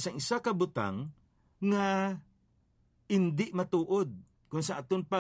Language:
Hiligaynon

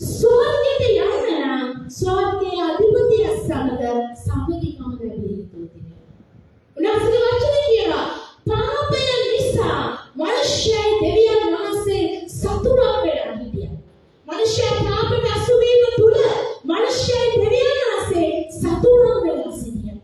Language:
Sinhala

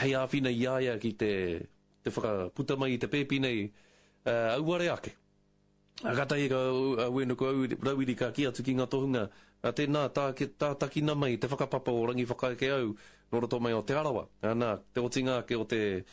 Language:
Māori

